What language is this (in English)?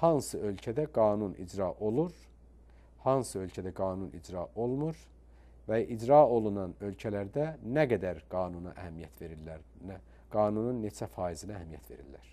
Azerbaijani